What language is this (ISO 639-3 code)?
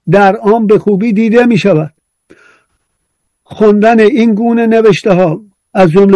fas